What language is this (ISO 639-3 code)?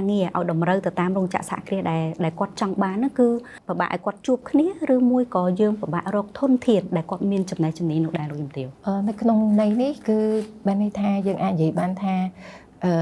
khm